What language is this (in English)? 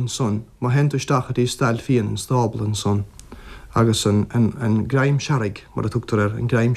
Irish